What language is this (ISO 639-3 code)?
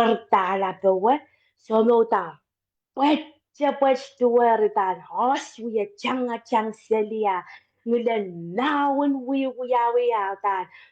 pon